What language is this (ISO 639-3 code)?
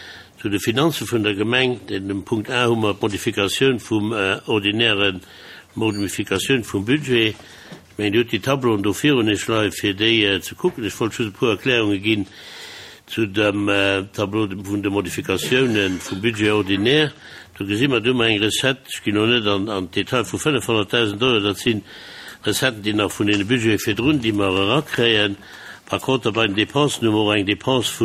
ltz